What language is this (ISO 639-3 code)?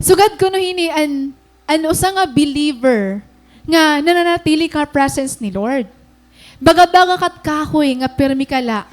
war